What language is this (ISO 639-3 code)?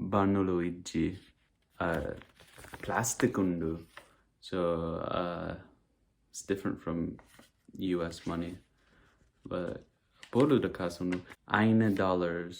tcy